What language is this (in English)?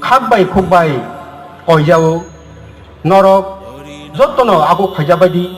Kok Borok